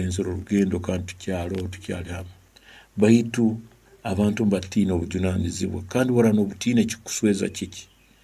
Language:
Nyankole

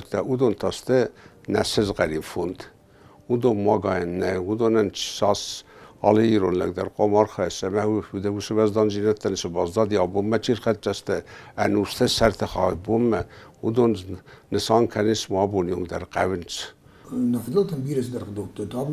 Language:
Ossetic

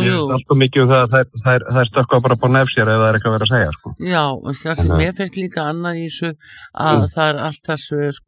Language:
Icelandic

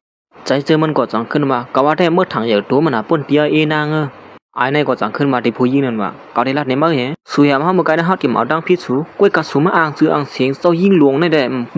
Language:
Shan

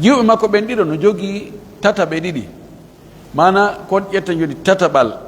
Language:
Pular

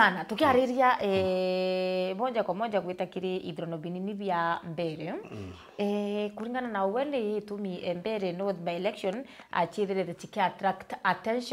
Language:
Meru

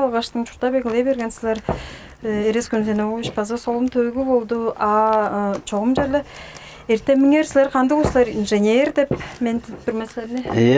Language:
Tuvinian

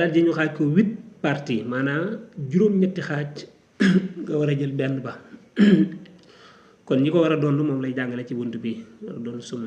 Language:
Wolof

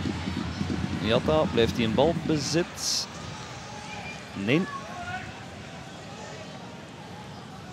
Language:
Dutch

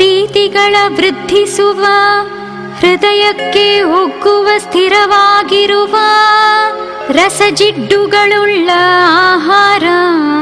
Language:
Kannada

